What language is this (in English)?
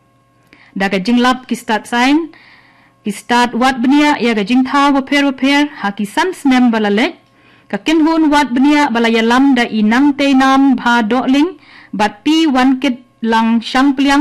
Khasi